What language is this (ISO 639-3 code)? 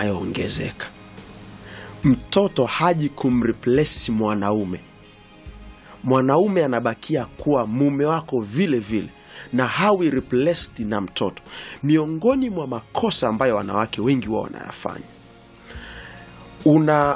swa